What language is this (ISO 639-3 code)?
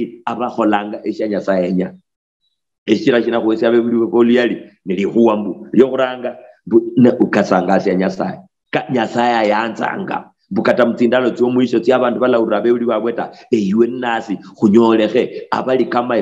luy